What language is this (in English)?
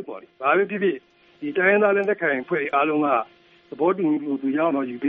Burmese